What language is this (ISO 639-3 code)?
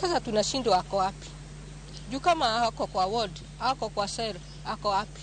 luo